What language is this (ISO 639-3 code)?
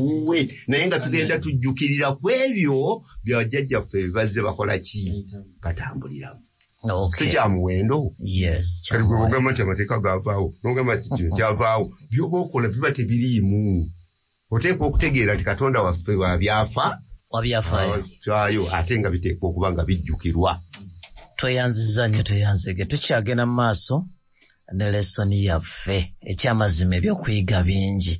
lug